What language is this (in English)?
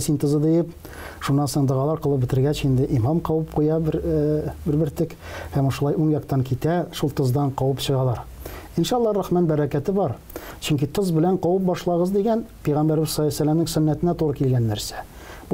Tatar